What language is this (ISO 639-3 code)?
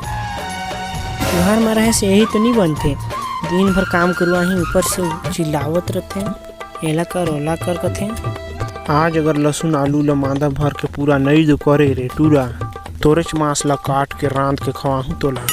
hne